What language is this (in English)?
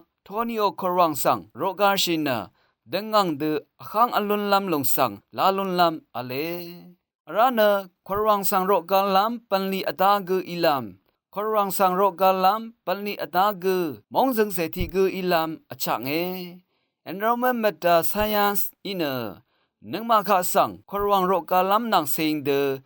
Rawang